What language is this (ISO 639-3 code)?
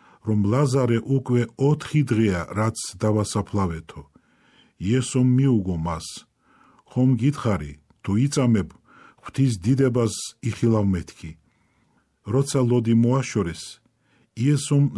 kat